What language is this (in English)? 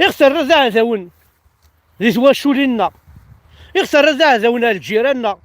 Kabyle